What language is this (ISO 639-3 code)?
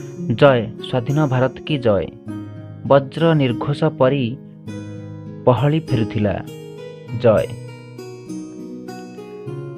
ori